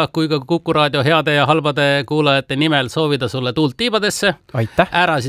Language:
Estonian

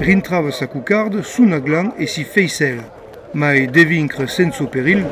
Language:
Occitan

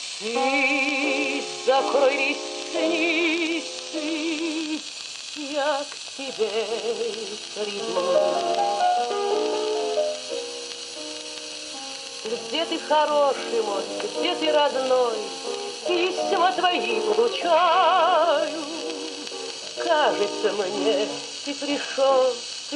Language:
Russian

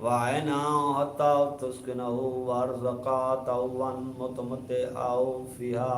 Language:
Saraiki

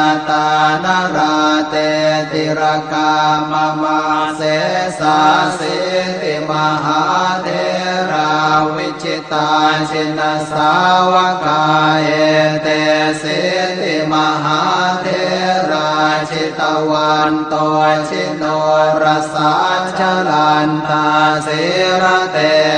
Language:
Pali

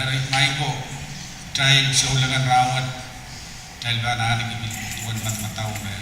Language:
Pohnpeian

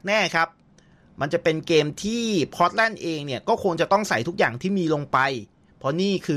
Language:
Thai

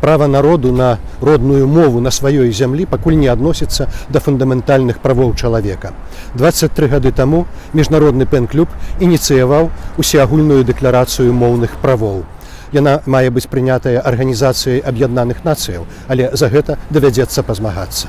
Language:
Belarusian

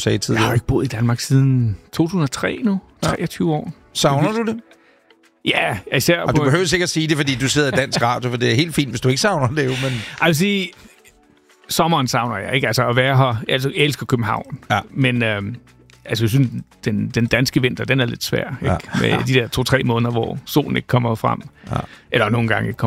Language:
Danish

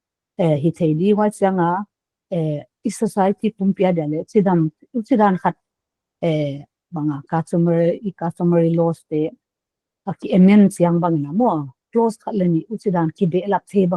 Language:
Paite Chin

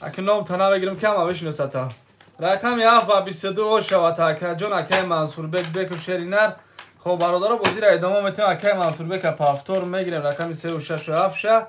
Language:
Tajik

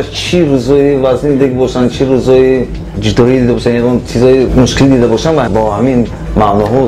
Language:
Tajik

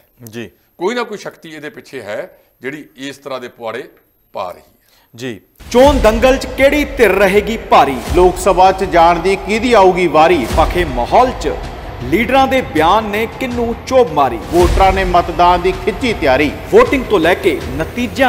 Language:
Punjabi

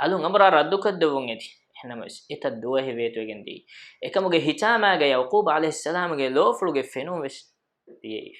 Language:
Divehi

